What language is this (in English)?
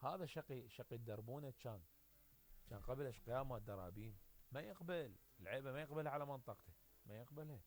Mesopotamian Arabic